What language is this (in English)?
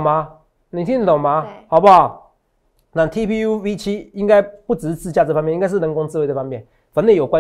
Chinese